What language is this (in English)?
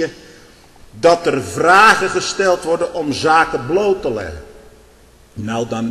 Dutch